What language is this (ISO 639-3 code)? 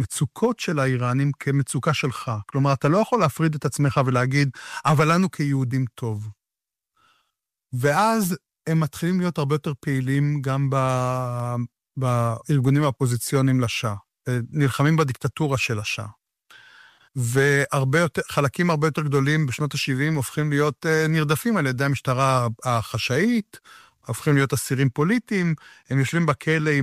heb